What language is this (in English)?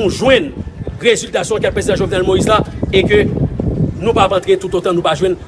Haitian Creole